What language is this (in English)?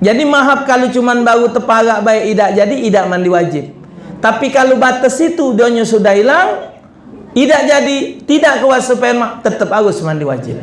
Musi